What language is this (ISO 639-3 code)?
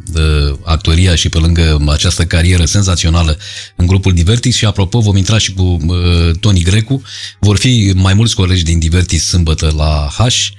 ron